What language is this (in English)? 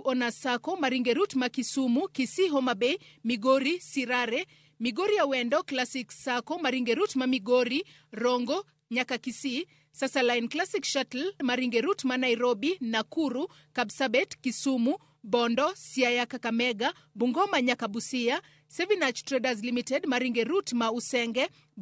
Luo (Kenya and Tanzania)